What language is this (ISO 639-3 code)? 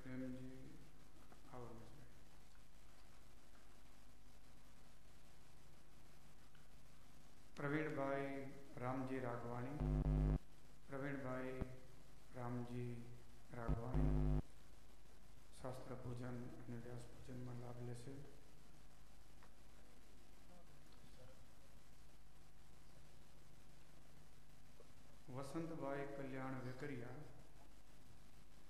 guj